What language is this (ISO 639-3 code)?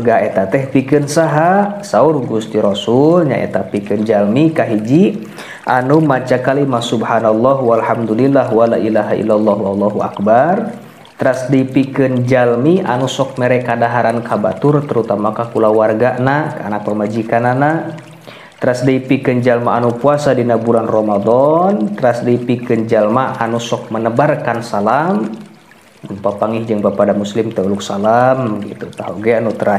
sun